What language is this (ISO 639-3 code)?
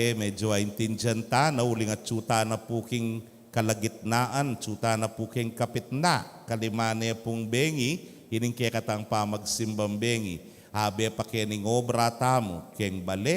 pam